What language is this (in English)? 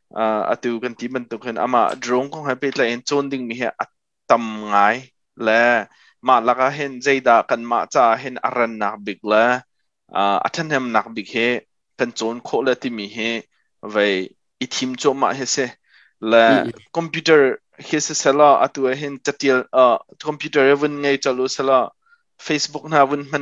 Hakha Chin